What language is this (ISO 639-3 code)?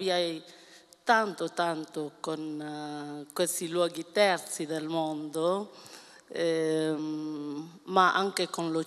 ita